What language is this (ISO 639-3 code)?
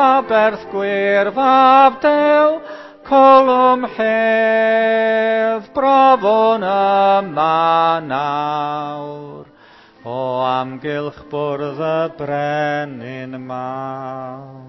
cym